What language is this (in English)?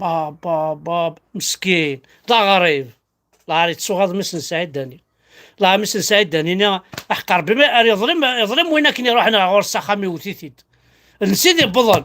Kabyle